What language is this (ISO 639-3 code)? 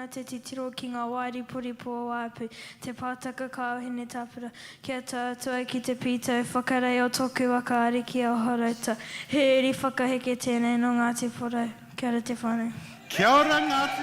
mri